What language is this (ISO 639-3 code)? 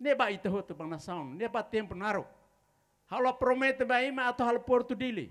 tet